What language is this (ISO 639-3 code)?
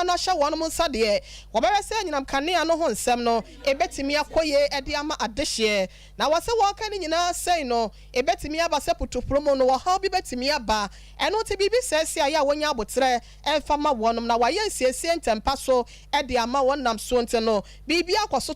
aka